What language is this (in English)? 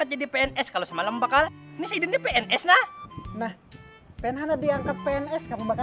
Banjar